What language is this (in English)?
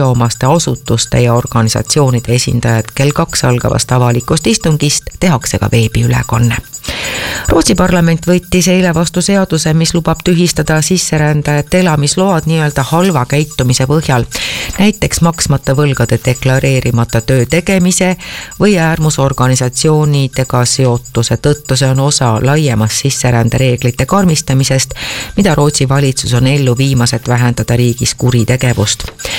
Estonian